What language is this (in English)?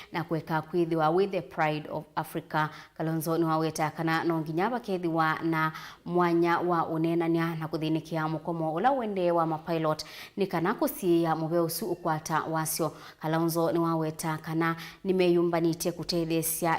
Kamba